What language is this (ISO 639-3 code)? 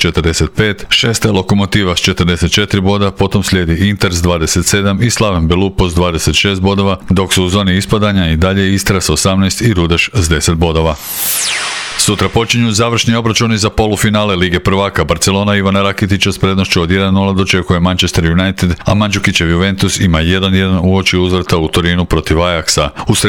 hrv